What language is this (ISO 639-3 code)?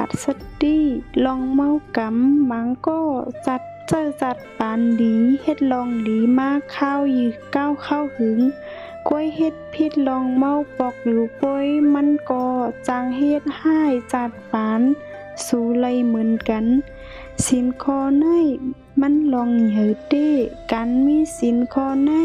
shn